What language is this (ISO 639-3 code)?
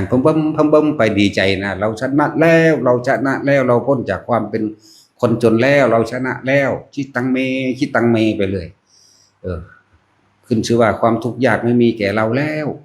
tts